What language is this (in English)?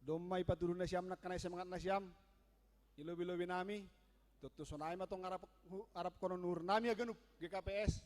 Batak Simalungun